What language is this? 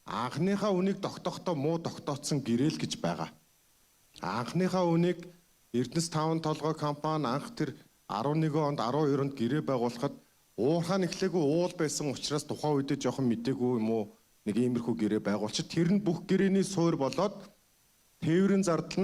Mongolian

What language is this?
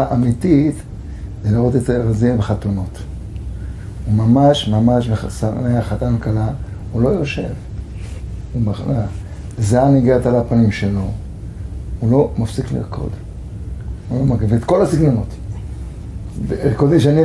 Hebrew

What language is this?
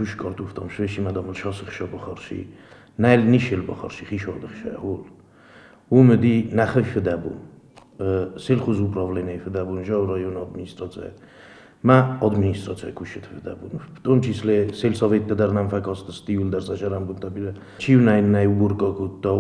Ossetic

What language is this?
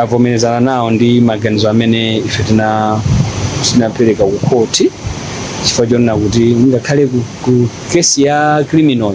Nyanja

